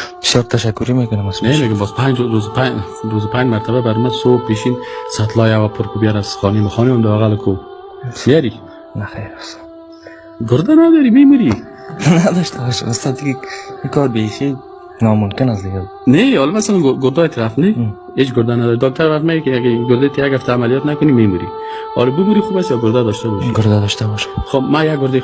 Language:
Persian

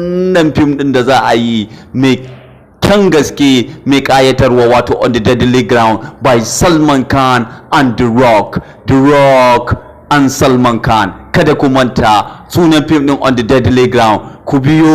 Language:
Hausa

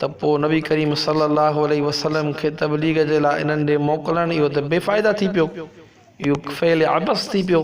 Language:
Sindhi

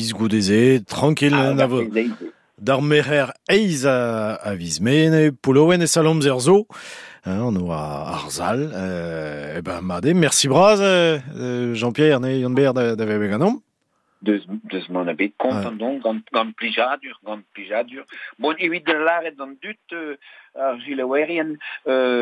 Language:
Breton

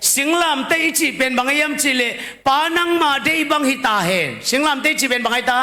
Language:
Tedim Chin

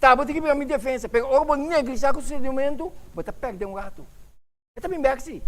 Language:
Papiamento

